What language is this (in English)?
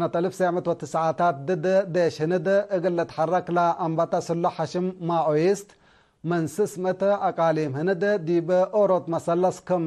Tigre